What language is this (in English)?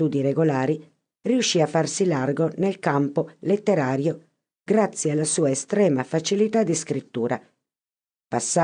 Italian